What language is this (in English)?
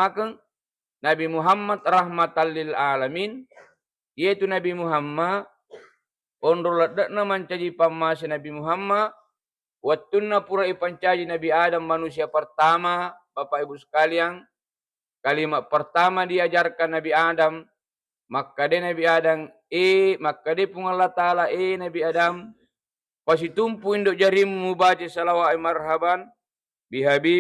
Buginese